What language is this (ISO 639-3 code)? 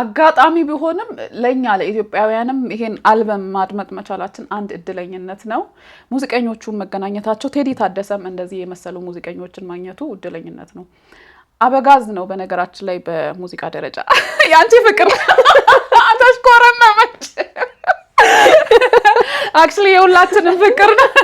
amh